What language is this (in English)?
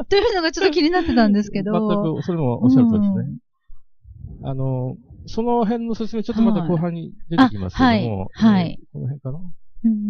Japanese